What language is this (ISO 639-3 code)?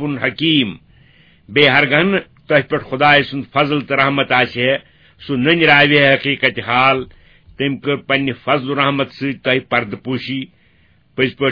kas